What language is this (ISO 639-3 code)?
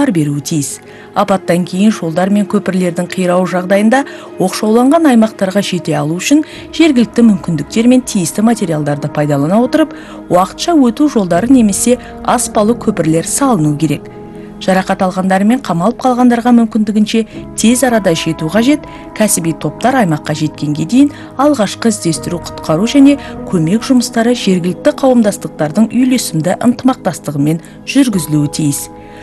kaz